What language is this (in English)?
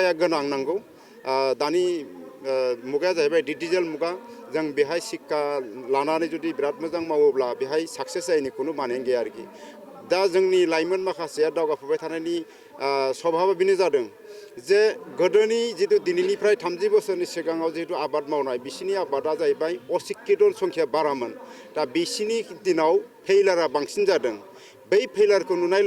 Bodo